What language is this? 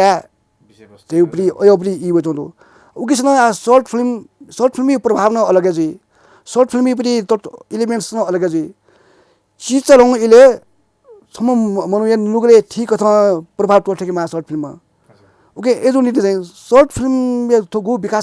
Newari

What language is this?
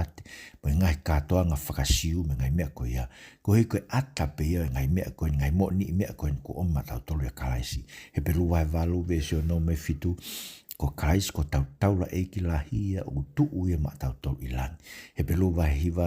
Tongan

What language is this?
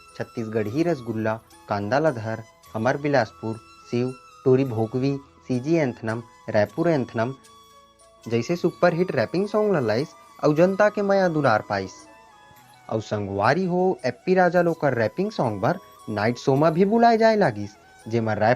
Chhattisgarhi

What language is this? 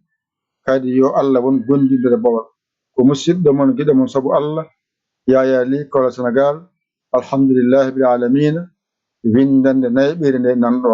Fula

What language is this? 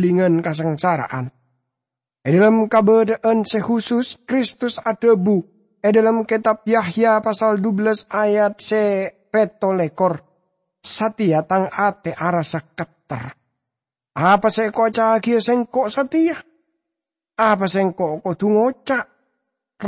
Madurese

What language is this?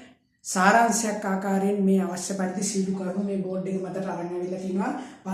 Sinhala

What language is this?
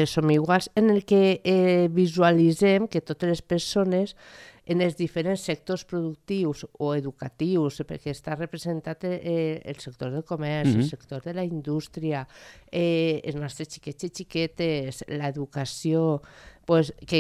Catalan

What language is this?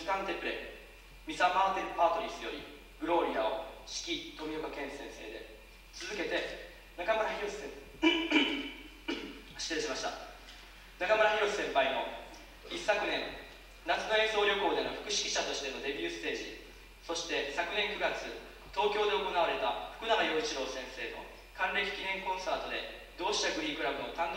Japanese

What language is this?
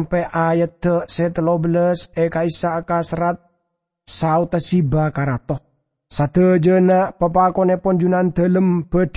Madurese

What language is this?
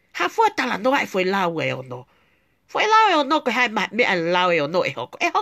Tongan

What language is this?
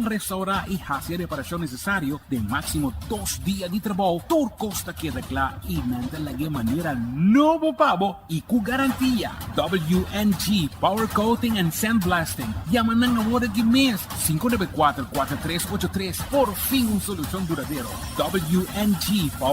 Papiamento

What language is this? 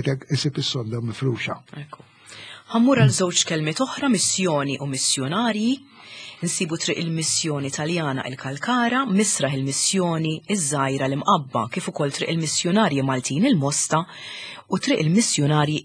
Maltese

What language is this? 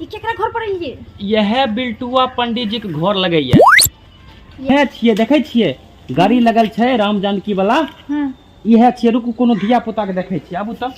Maithili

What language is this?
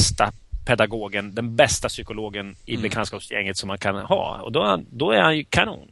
Swedish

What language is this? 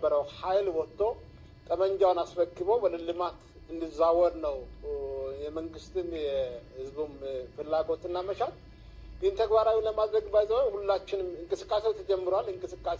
Amharic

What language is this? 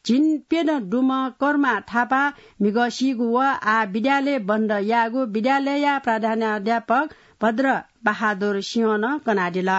Newari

